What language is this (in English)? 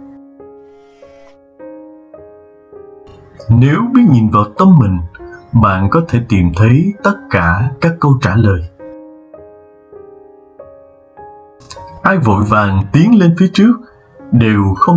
Vietnamese